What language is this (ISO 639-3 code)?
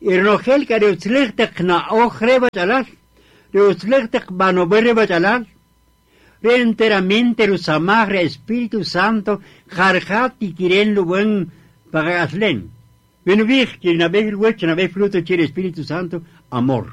cak